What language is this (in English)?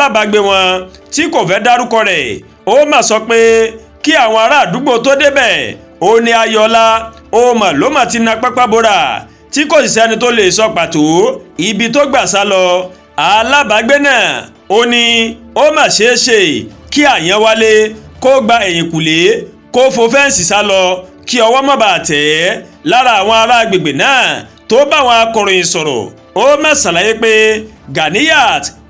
Yoruba